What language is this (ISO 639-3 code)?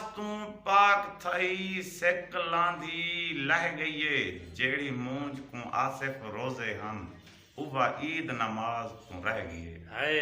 skr